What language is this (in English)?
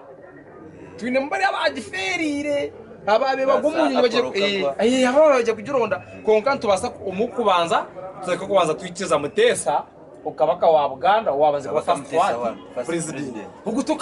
Nyankole